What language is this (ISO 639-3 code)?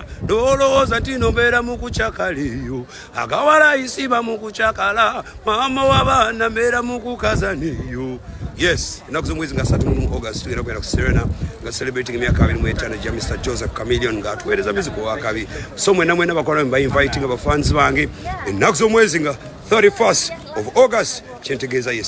lug